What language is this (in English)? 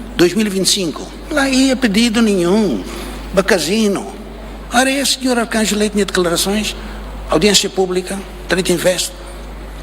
Tetum